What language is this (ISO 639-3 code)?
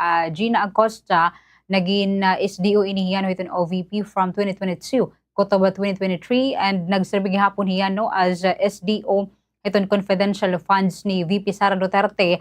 war